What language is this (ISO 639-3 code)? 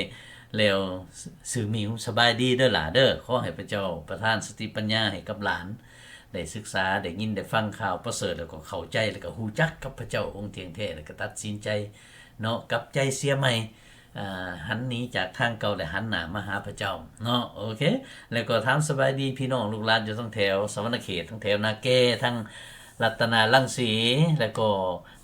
lao